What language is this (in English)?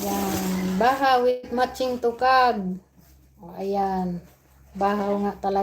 Waray